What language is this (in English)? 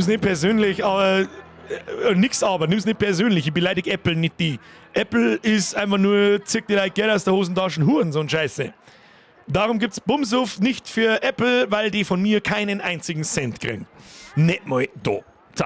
Bavarian